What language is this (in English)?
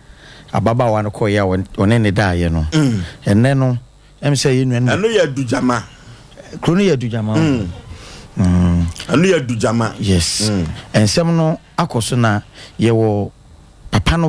Akan